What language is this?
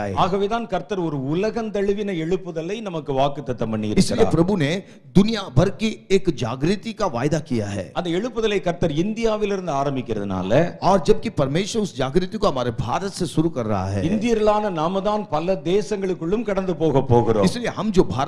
Tamil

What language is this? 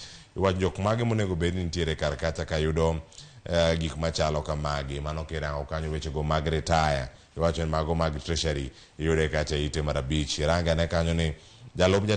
Luo (Kenya and Tanzania)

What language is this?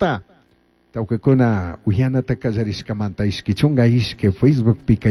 Chimborazo Highland Quichua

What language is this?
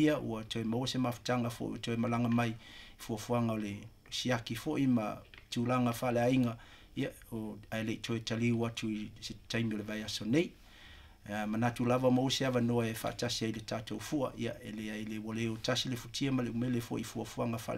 Samoan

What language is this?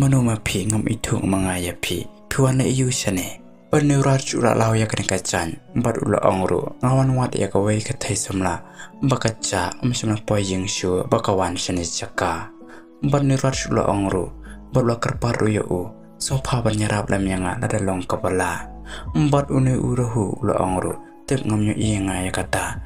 Khasi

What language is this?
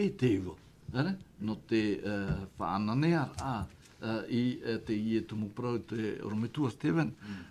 Tahitian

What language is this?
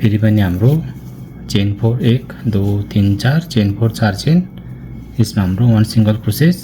Nepali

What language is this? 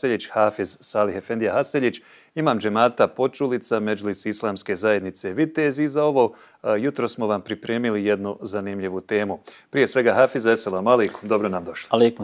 Bosnian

